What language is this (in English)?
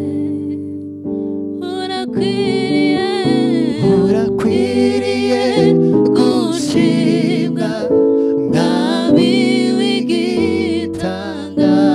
Kinyarwanda